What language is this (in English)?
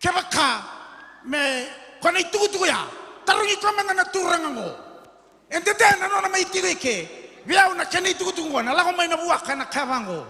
Fijian